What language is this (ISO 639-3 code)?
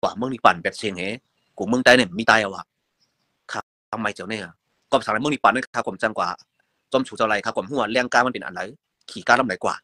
shn